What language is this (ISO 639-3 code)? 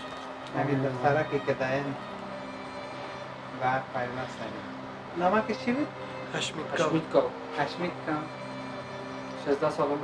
fas